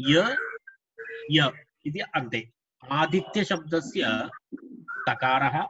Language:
Sanskrit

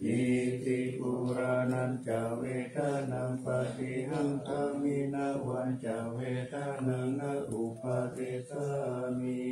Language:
Pali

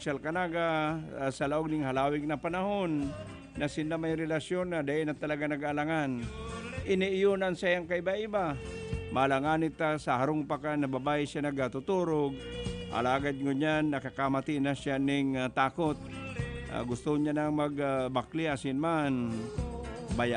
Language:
Bikol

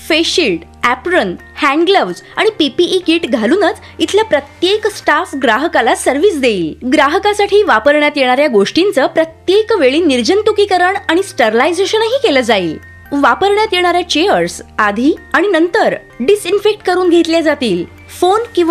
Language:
Marathi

